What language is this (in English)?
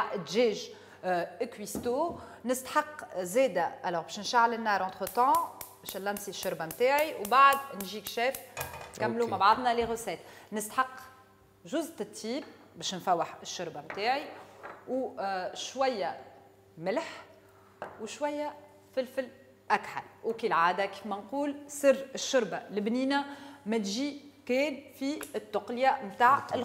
Tunisian Arabic